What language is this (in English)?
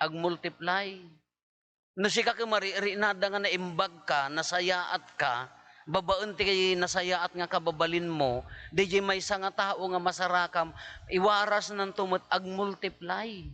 Iloko